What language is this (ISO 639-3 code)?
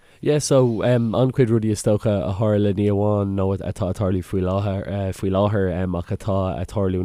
gle